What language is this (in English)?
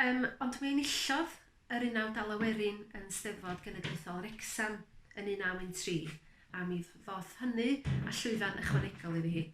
Welsh